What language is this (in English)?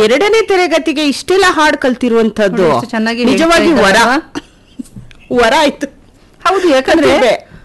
Kannada